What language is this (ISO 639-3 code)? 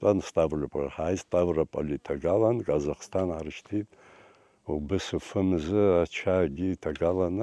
abk